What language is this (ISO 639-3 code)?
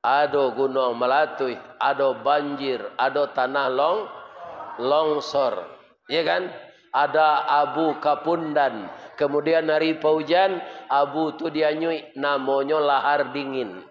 min